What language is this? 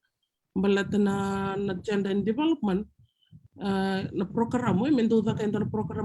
Fijian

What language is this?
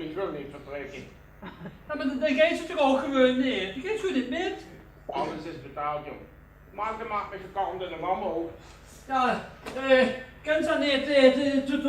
Limburgish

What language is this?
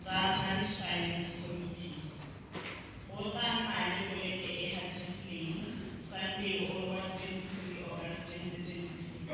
Tswana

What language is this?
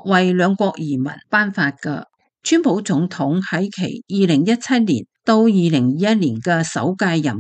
Cantonese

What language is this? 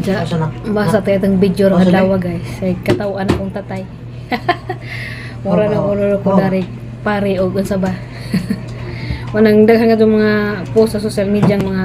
Cebuano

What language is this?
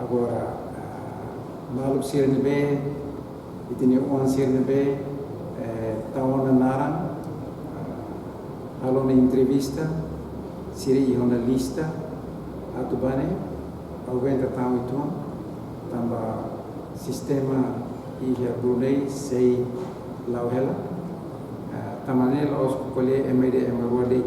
Tetum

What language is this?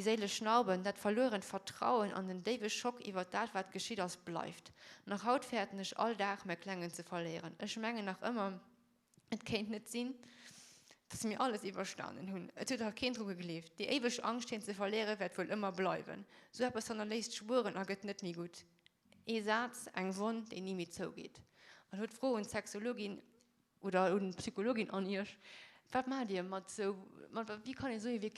Luxembourgish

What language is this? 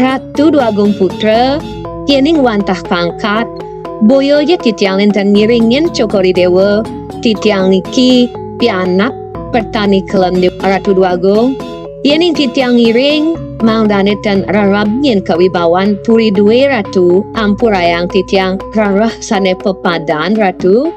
Balinese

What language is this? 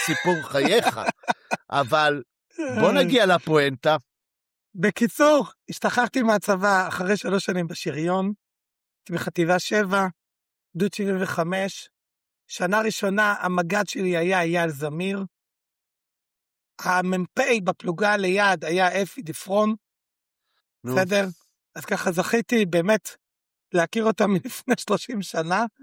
Hebrew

